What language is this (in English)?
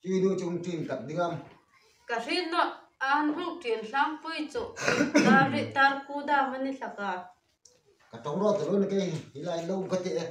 Hmar